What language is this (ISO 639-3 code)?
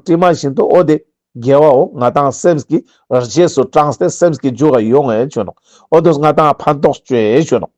lbj